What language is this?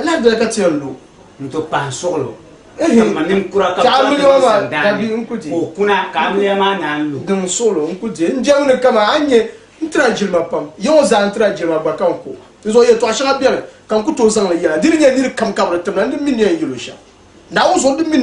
Dagbani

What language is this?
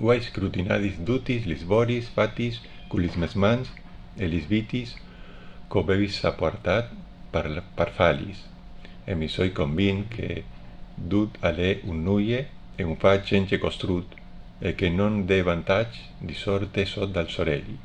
Friulian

